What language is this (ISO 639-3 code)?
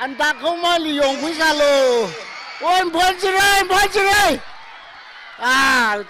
nmf